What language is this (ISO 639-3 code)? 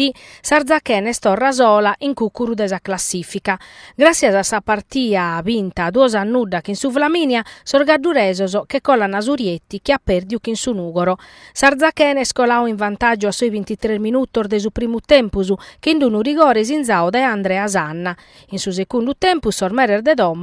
srd